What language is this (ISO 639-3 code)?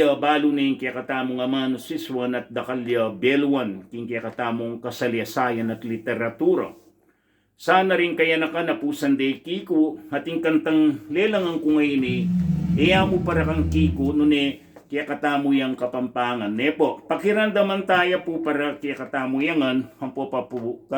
pam